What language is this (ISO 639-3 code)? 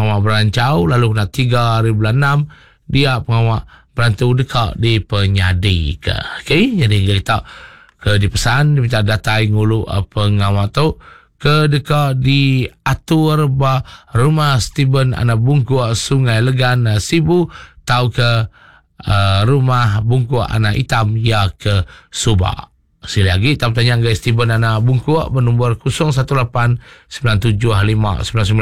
iba